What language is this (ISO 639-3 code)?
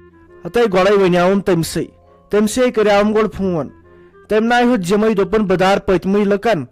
kas